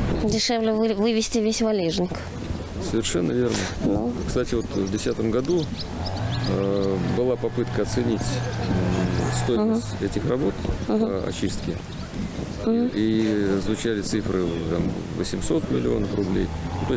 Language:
Russian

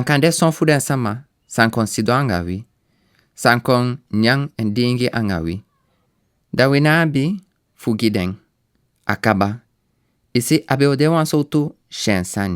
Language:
Sranan Tongo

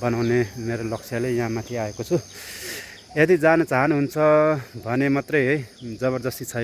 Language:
Nepali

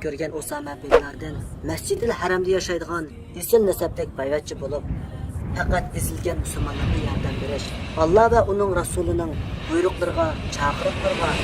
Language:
Uyghur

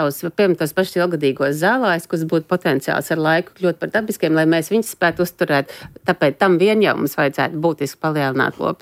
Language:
Latvian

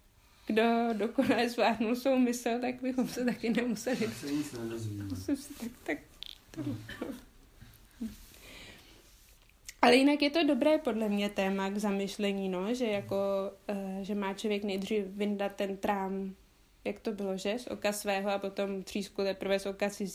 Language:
Czech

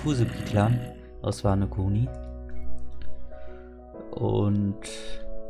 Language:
German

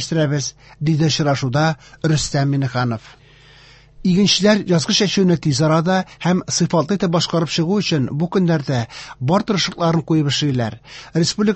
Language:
Tatar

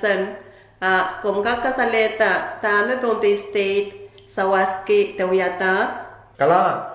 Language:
Pohnpeian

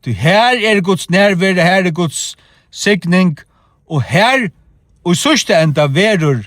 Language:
Faroese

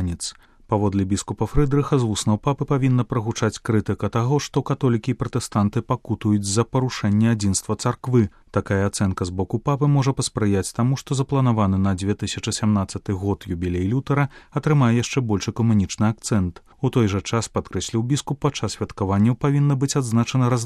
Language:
Belarusian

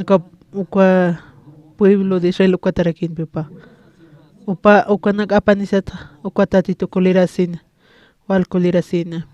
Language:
Aymara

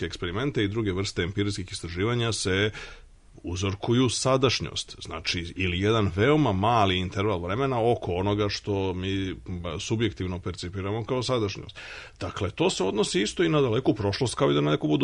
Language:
Serbian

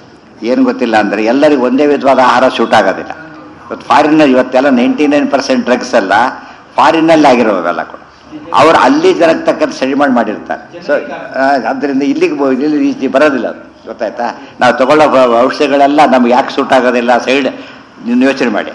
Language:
Kannada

